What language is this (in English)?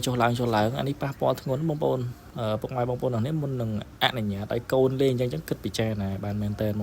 Khmer